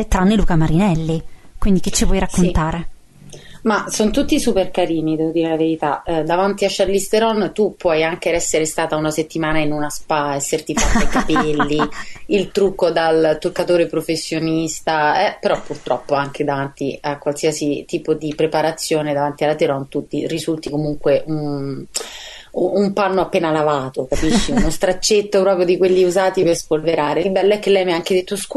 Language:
Italian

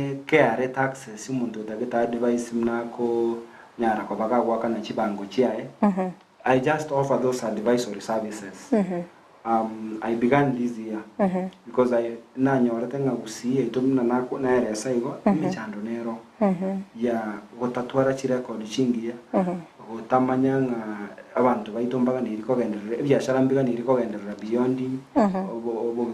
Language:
Gusii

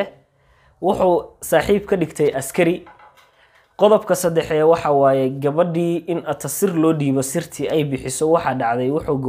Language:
Somali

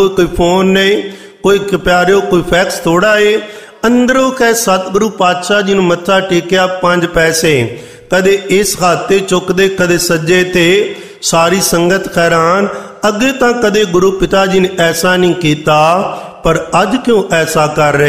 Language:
Punjabi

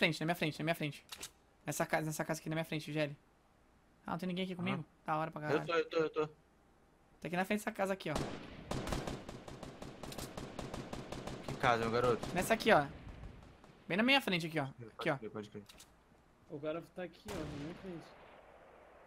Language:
Portuguese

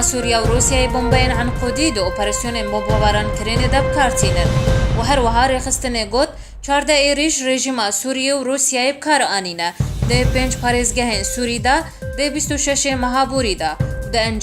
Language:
Kurdish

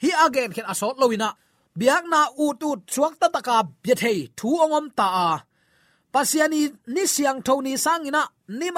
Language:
Tedim Chin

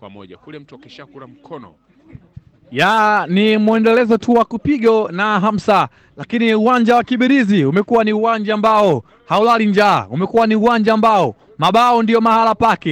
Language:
Swahili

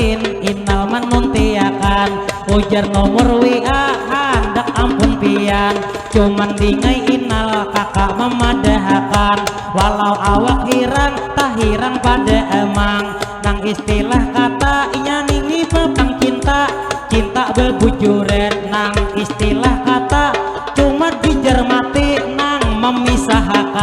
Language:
Banjar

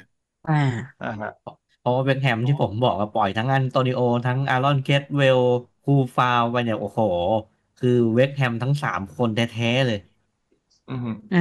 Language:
Thai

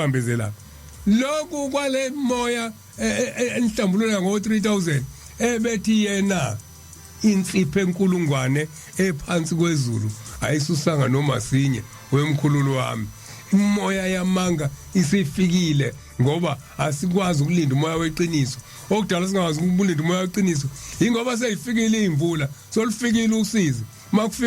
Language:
Zulu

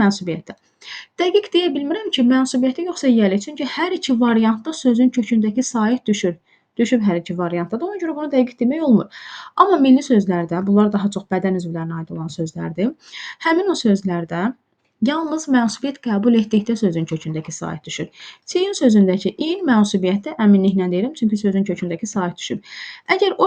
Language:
Azerbaijani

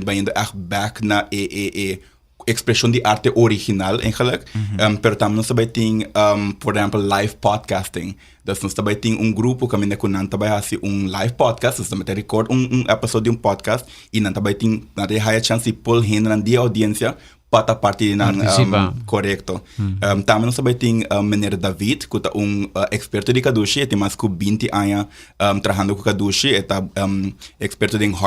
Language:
Papiamento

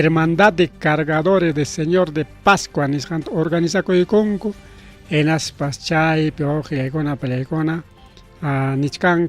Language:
Ayacucho Quechua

